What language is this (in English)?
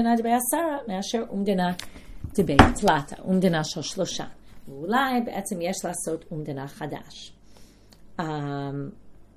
Hebrew